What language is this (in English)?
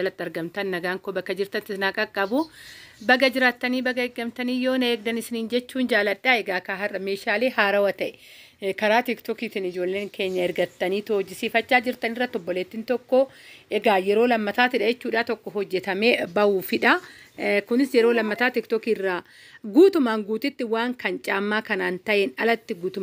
Oromo